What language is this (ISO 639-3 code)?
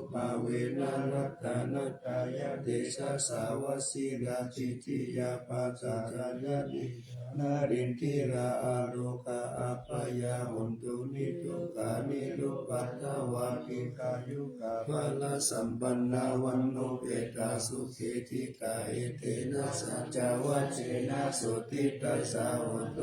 pli